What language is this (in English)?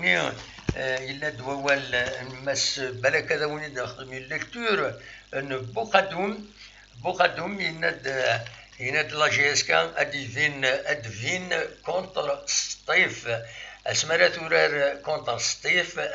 Kabyle